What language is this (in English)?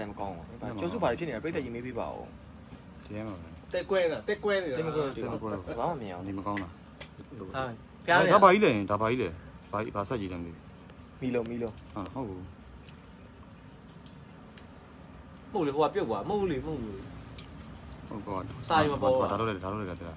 Burmese